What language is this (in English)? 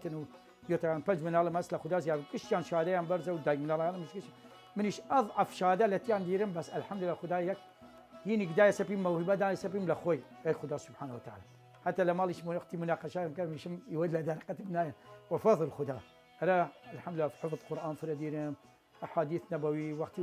Southern Kurdish